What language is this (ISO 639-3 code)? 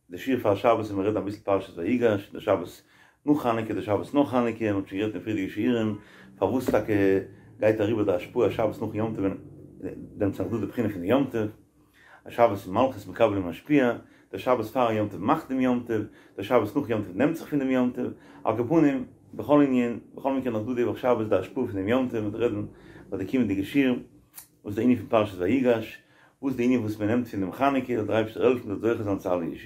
yid